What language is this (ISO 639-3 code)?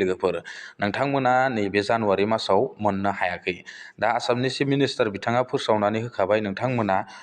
brx